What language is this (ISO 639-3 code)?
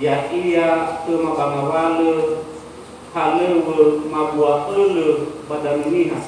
nia